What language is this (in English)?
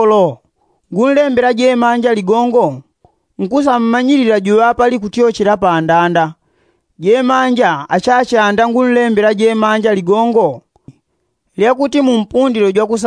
Yao